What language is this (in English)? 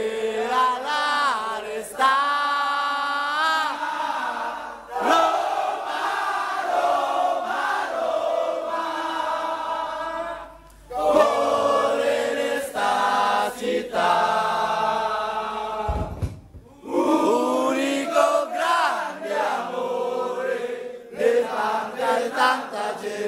Italian